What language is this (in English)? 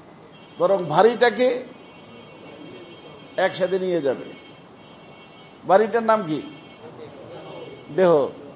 Bangla